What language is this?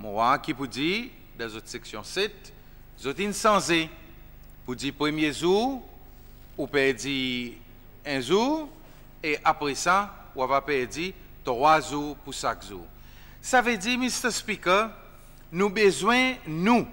Seselwa Creole French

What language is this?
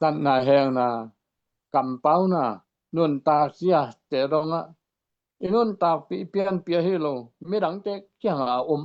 Tedim Chin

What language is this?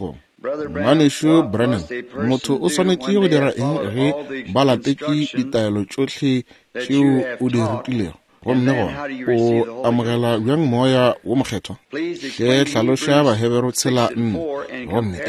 Northern Sotho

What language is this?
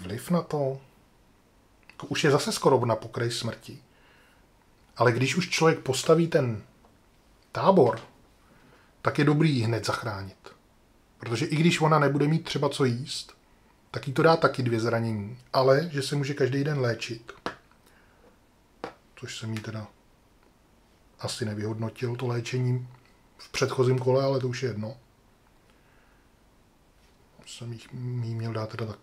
Czech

